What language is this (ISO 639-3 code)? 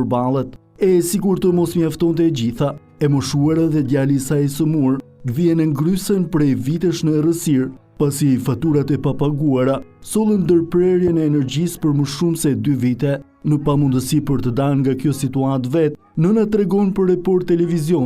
sqi